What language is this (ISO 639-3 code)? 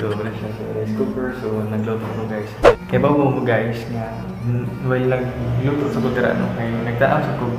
ceb